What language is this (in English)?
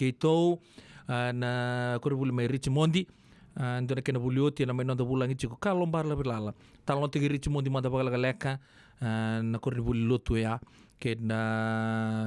Fijian